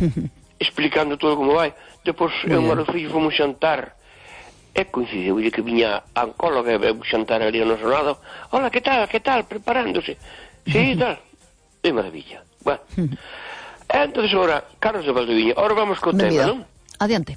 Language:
Galician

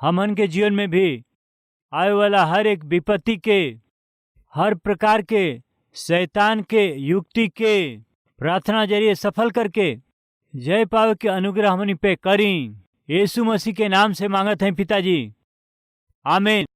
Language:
Bhojpuri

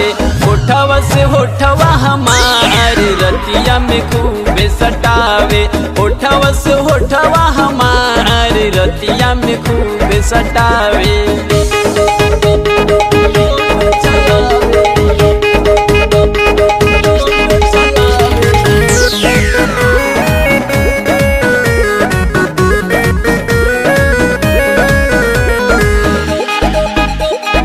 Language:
Bhojpuri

